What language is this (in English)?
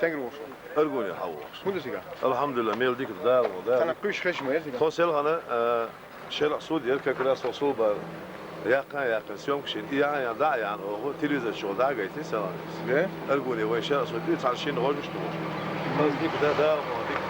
Chechen